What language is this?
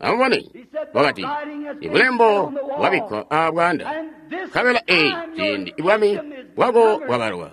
Tonga (Zambia)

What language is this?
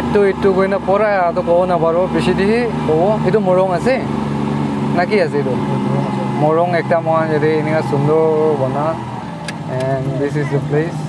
Naga Pidgin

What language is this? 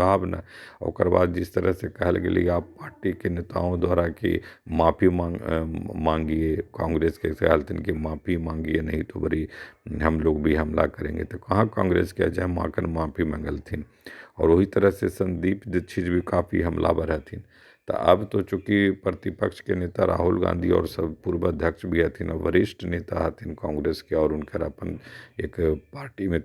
Magahi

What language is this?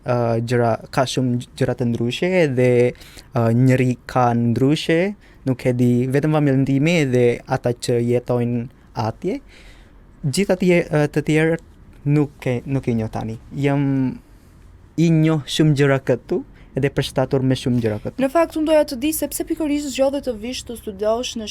Albanian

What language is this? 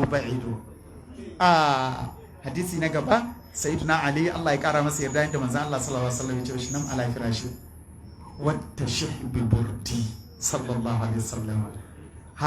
Hausa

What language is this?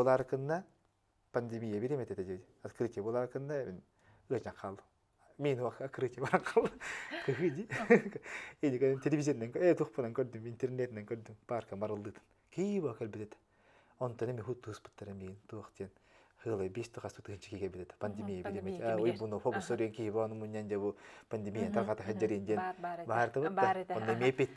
Yakut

